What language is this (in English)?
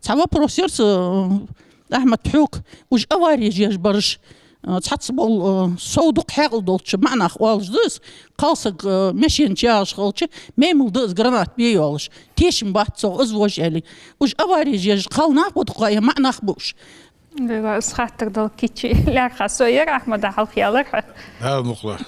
Ingush